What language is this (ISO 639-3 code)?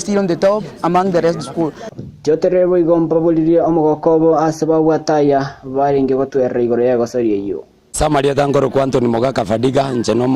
guz